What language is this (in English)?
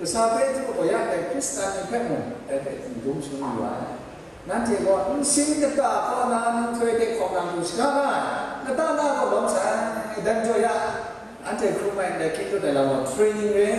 Kachin